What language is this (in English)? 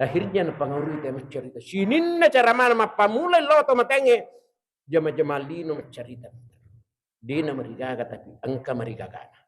Buginese